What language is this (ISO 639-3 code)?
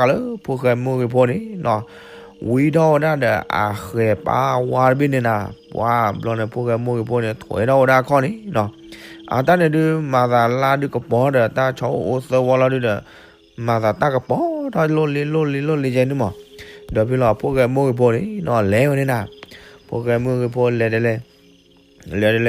ksw